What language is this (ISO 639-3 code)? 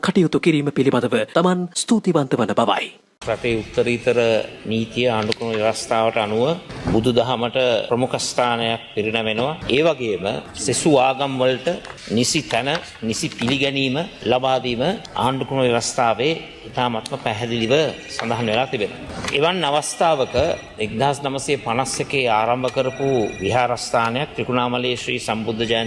sin